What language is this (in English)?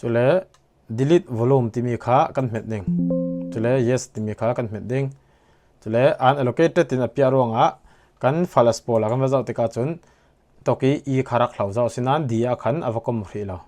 Falam Chin